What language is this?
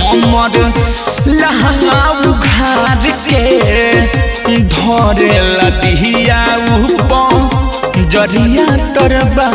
Bhojpuri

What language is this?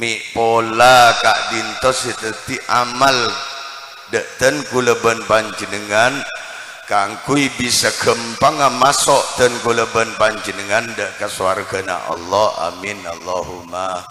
Madurese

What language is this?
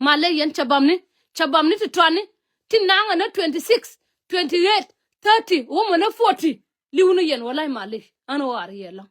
Nuer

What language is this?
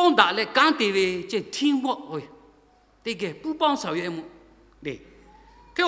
Lahu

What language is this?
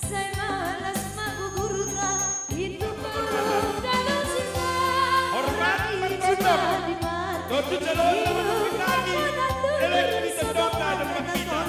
Batak Simalungun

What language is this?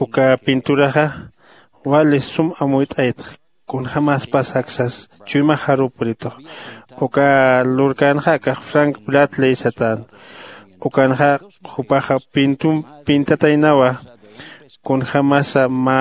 Aymara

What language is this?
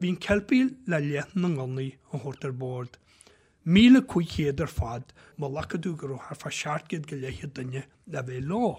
Irish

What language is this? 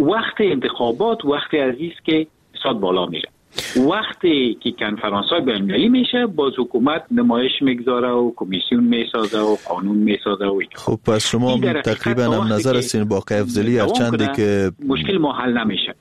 Persian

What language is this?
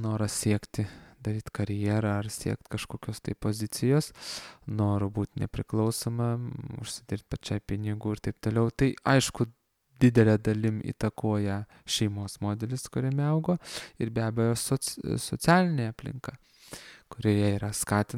Lithuanian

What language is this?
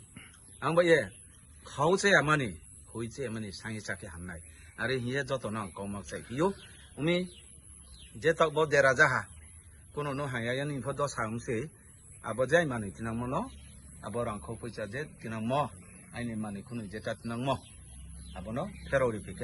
Riang (India)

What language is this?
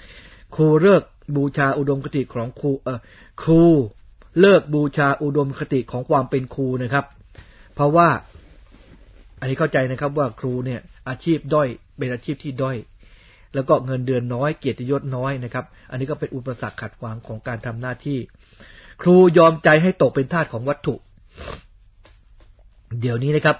Thai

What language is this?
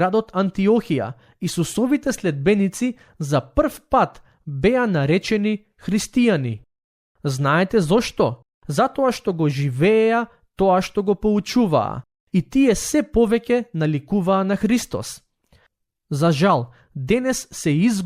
Macedonian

